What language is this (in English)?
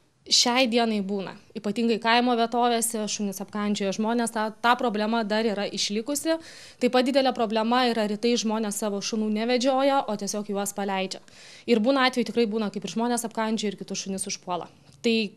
Lithuanian